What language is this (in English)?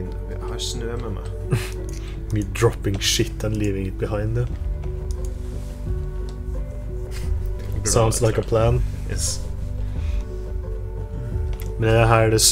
Norwegian